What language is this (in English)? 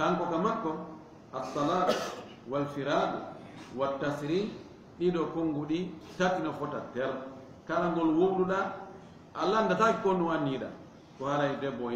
Fula